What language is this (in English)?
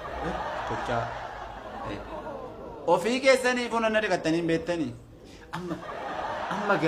Oromo